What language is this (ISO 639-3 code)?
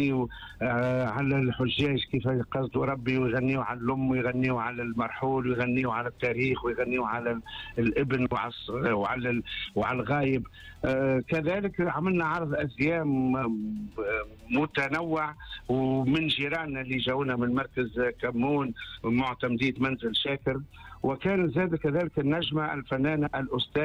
aeb